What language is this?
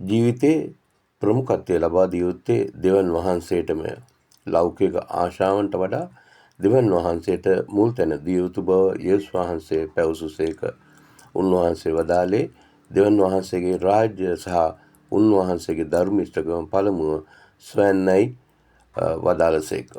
Sinhala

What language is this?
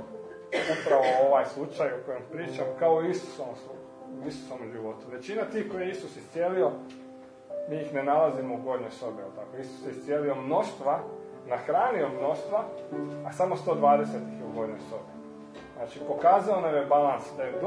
Croatian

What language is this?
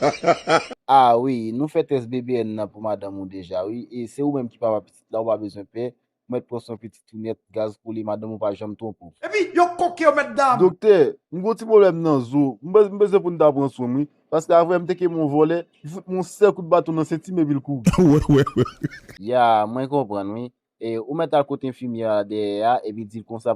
Haitian Creole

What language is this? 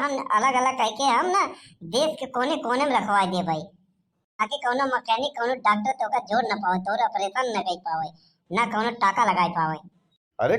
Awadhi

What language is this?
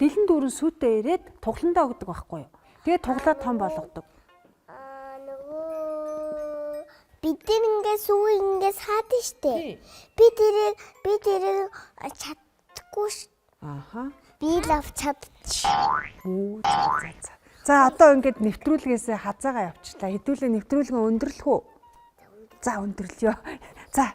Mongolian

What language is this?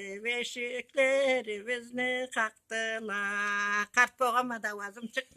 Karachay-Balkar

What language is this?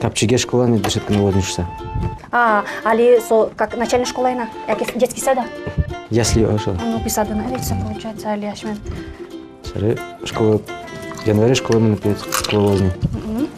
Udmurt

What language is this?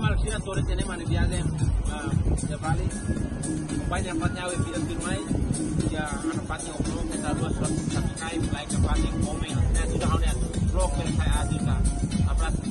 Tetum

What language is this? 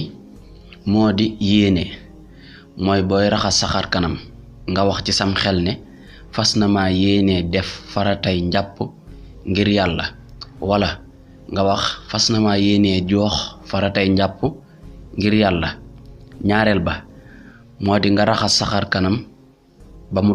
Wolof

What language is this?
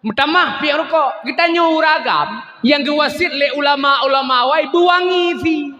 Achinese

